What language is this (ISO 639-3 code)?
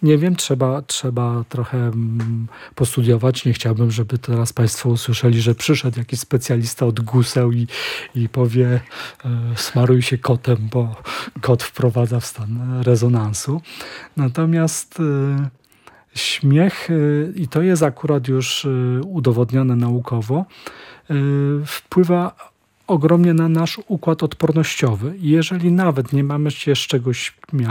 pol